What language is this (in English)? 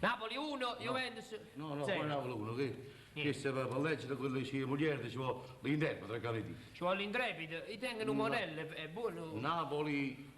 Neapolitan